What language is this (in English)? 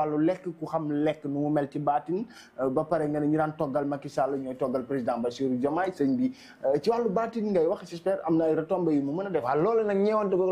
Wolof